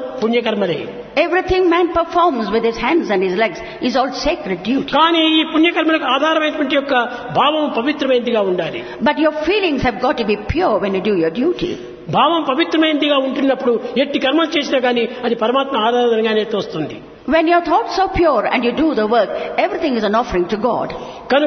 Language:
Telugu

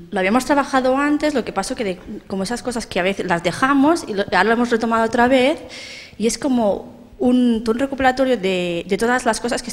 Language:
Spanish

